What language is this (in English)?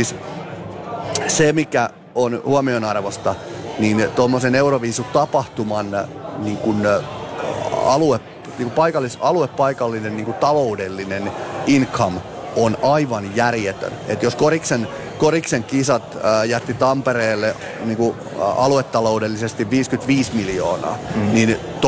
Finnish